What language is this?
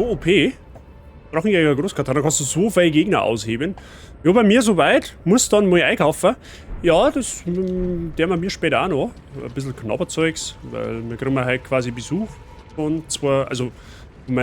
Bavarian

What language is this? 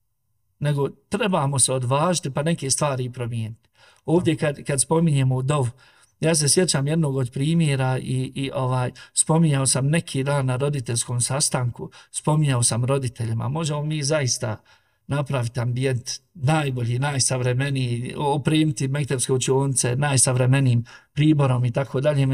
Bosnian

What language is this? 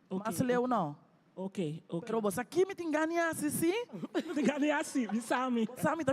Papiamento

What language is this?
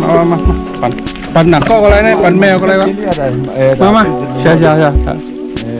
Shan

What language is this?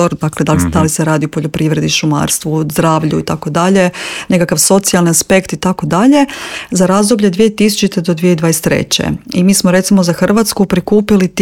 Croatian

